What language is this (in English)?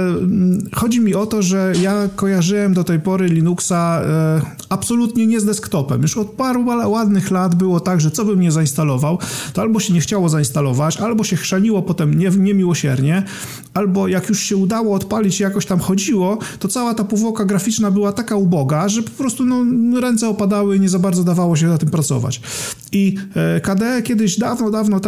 Polish